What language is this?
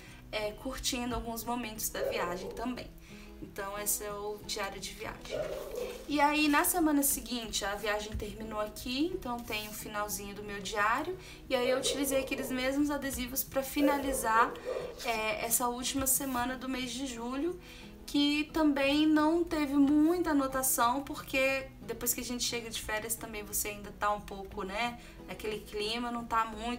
Portuguese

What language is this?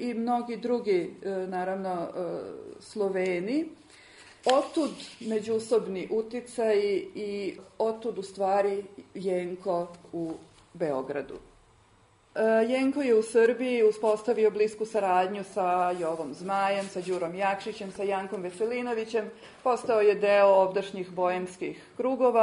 Serbian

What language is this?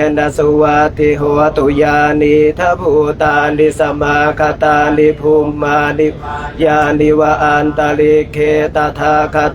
Pali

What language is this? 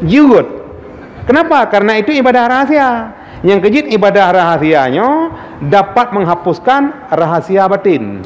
Achinese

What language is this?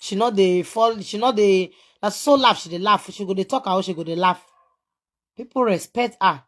Nigerian Pidgin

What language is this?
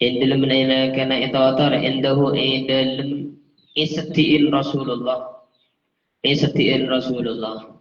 Madurese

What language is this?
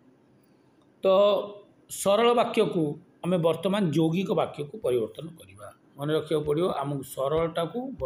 Odia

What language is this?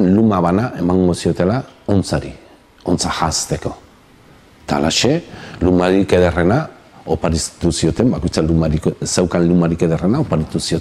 Basque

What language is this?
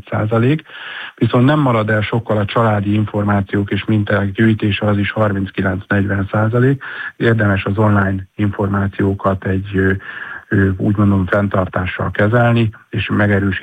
Hungarian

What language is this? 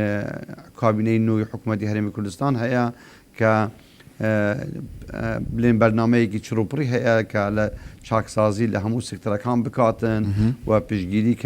Central Kurdish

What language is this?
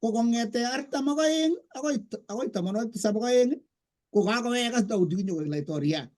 Kalenjin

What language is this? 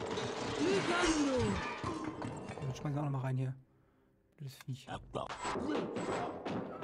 German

